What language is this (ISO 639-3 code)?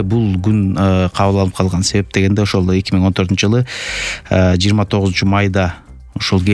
kir